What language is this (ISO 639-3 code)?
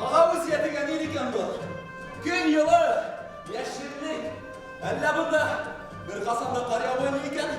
bak